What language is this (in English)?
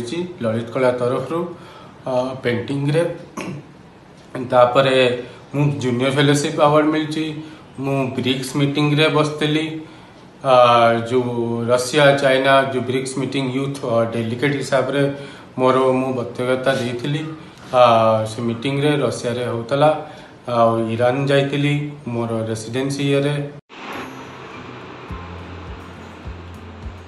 Odia